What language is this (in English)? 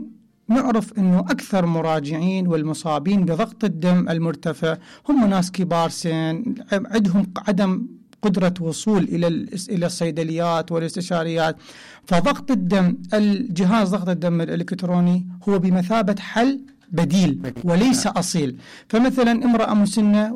Mesopotamian Arabic